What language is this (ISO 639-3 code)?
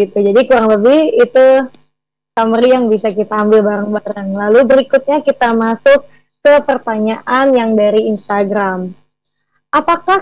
ind